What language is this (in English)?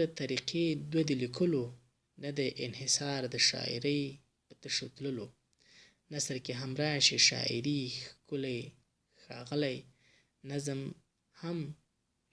Pashto